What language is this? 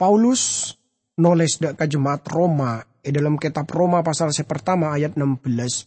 Madurese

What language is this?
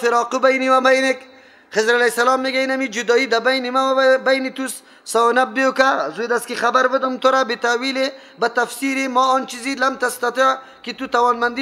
Persian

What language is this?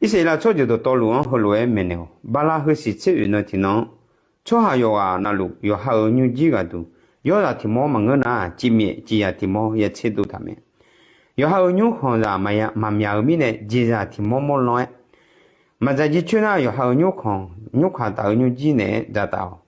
Akha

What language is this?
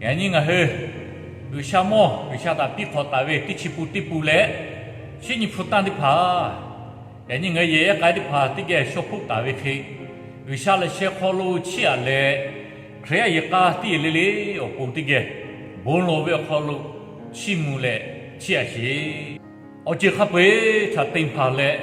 Lahu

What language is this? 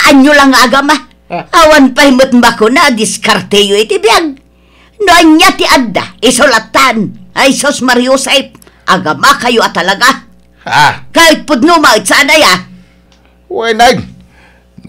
Iloko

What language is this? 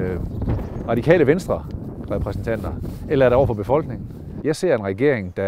Danish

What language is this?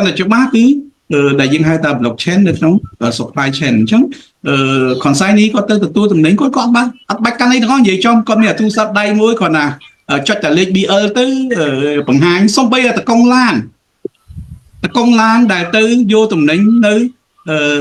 Khmer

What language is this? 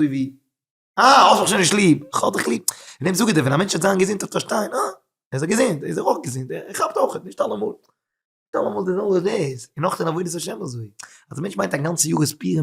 Yiddish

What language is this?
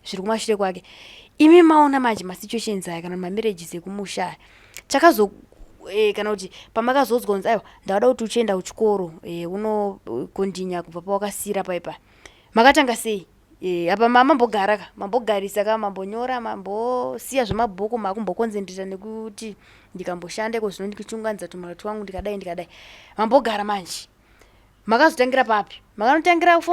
Shona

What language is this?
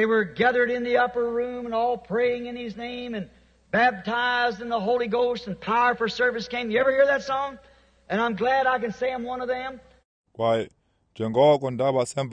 Xhosa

